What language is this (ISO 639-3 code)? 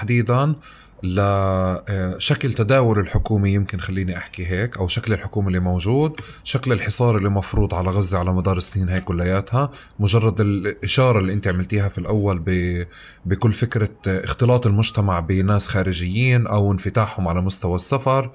apc